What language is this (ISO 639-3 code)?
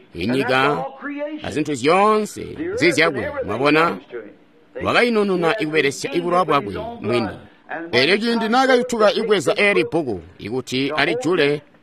toi